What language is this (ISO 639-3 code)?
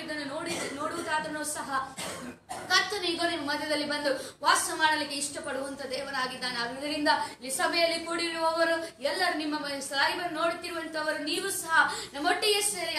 kan